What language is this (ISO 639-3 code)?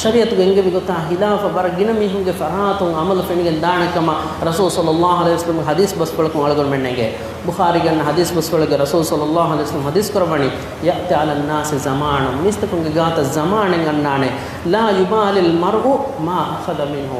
div